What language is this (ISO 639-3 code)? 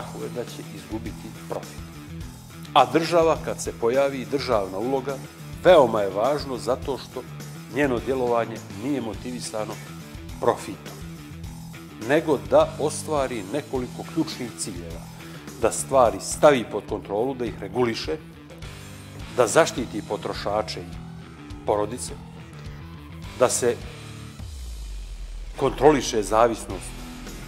bos